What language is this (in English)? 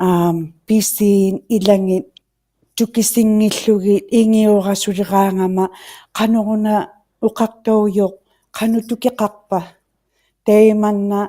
Inuktitut